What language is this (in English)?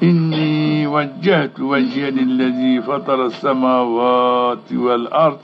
Zaza